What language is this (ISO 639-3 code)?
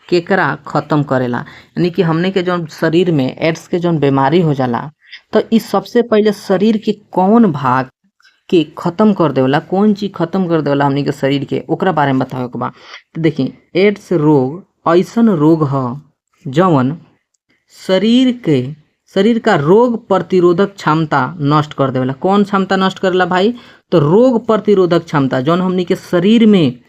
bho